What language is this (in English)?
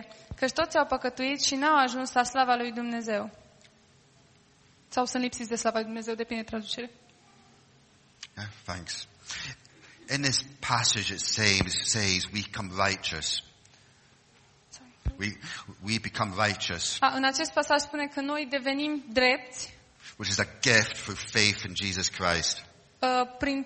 Romanian